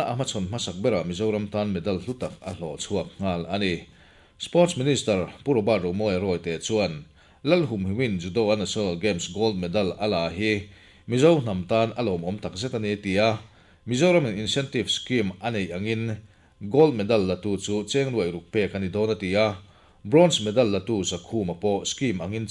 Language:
Mizo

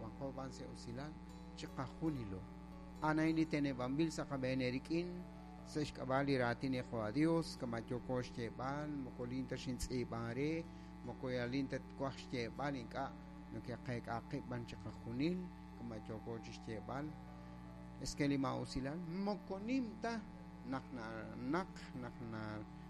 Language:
Kekchí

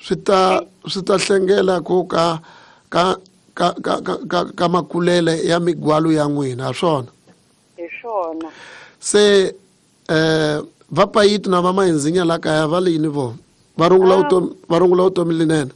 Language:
Tsonga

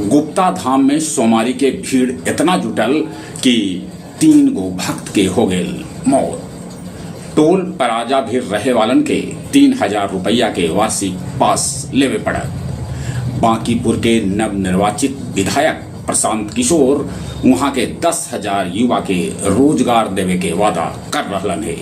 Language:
Magahi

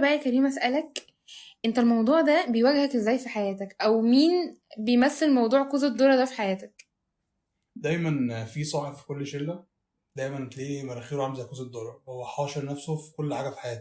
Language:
Egyptian Arabic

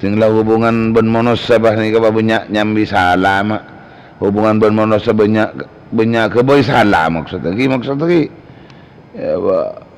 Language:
Madurese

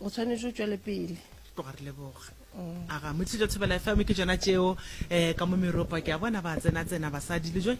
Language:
Northern Sotho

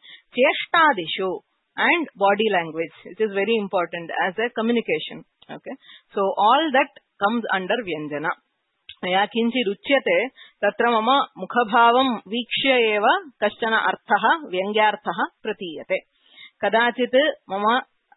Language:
Sanskrit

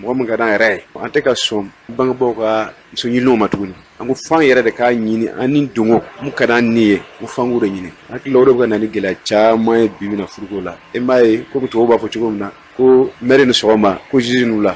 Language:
Bambara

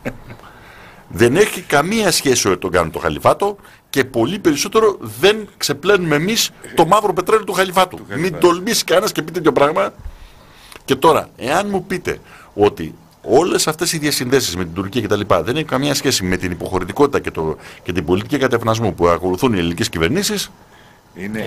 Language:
Greek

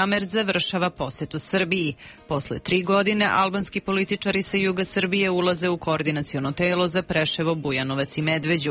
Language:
Serbian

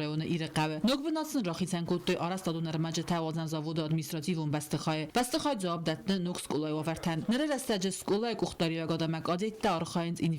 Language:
Ossetic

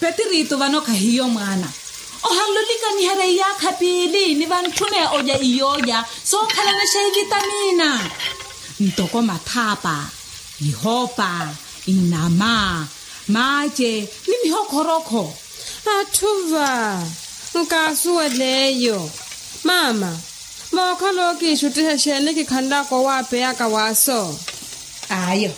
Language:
Makhuwa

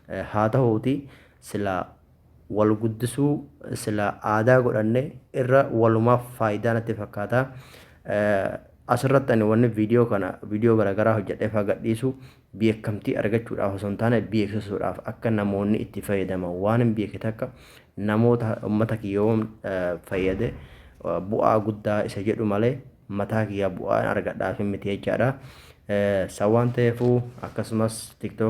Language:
Oromo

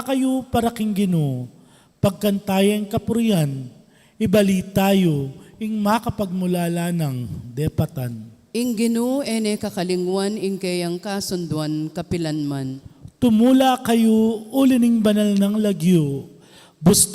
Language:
Pampanga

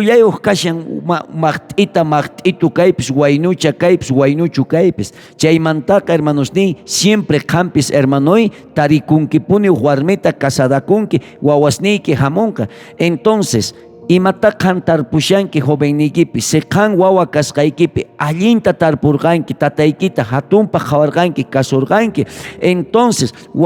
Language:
South Bolivian Quechua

